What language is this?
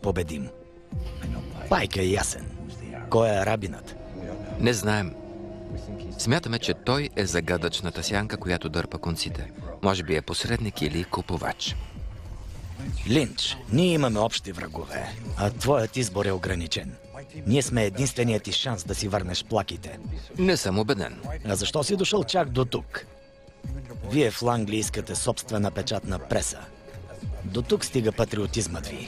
Bulgarian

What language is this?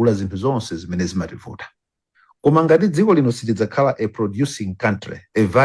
Nyanja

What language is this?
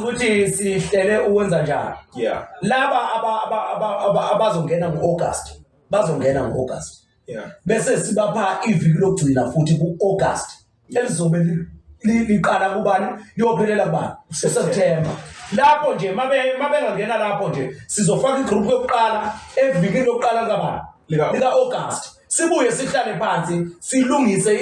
Zulu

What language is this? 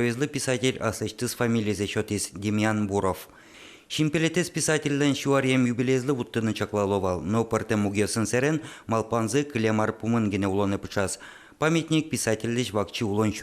Udmurt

